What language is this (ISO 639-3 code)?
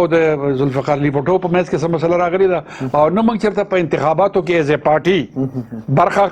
pus